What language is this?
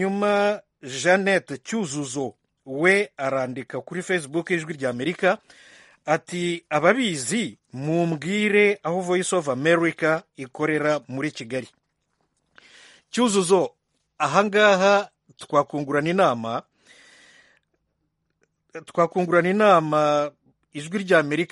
Kinyarwanda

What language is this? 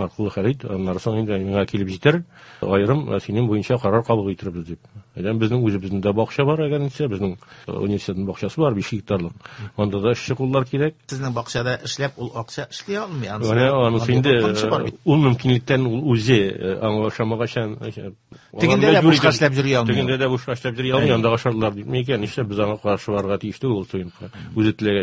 Tatar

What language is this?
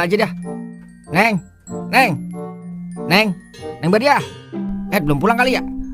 Betawi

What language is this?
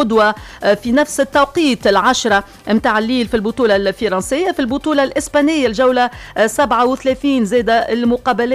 Tunisian Arabic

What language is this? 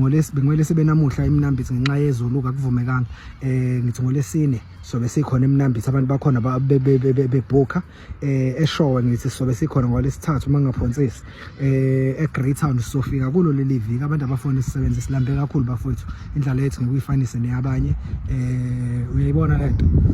Zulu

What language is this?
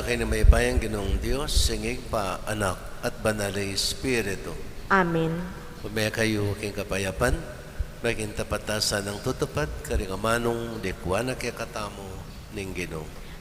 Pampanga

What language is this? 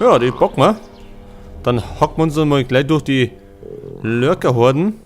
Bavarian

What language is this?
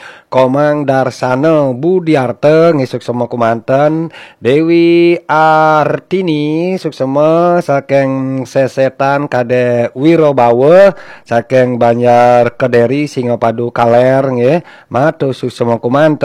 Balinese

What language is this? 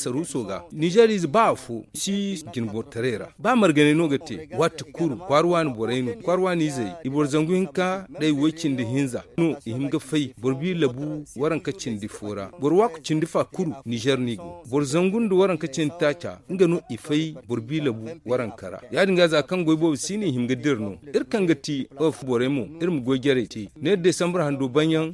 Zarma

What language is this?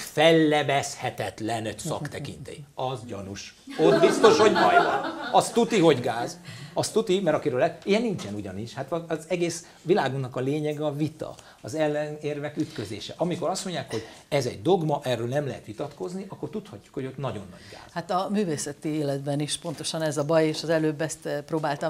Hungarian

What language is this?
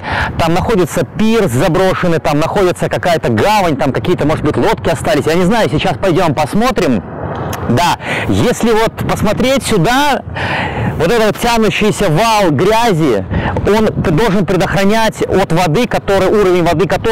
Russian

